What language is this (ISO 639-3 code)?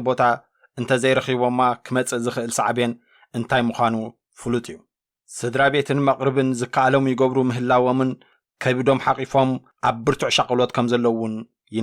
tir